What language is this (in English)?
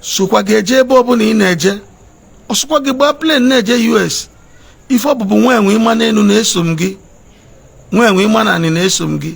Igbo